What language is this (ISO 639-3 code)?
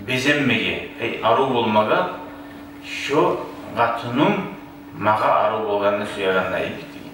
kum